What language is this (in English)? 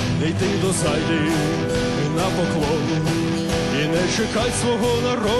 Ukrainian